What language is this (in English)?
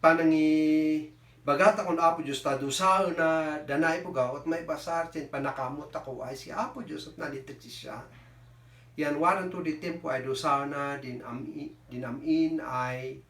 Kankanaey